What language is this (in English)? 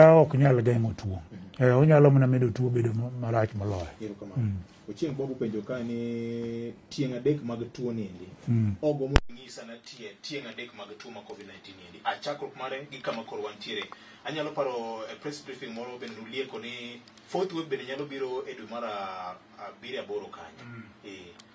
Luo (Kenya and Tanzania)